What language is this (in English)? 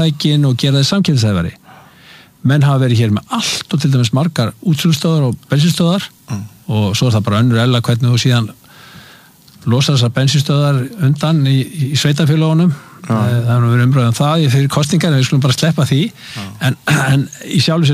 Icelandic